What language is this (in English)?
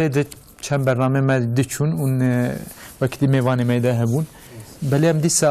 Kurdish